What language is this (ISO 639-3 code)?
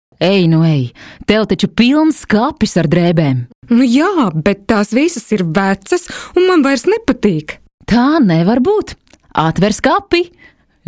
lav